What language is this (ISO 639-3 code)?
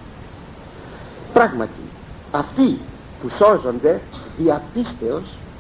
ell